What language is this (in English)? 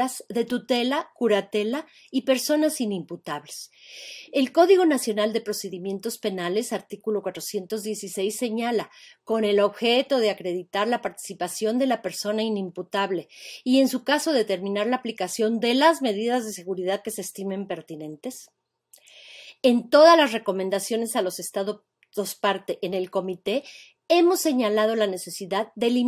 Spanish